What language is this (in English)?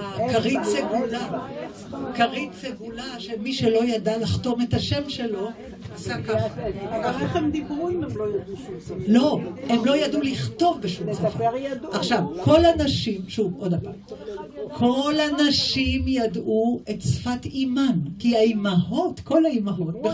Hebrew